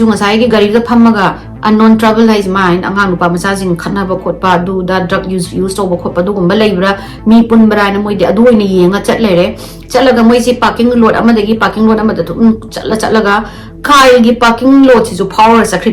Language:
Manipuri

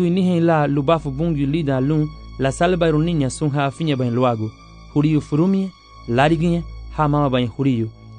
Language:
Garifuna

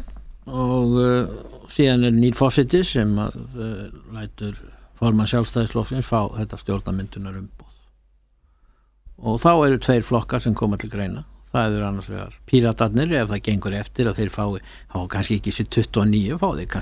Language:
Icelandic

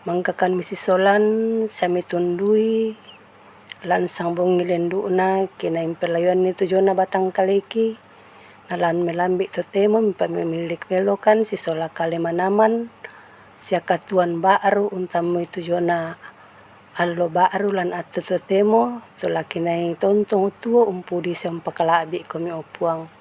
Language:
Toraja-Sa'dan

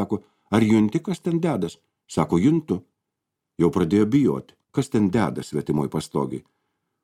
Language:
Lithuanian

